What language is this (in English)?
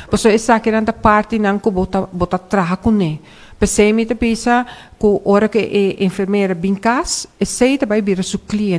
Papiamento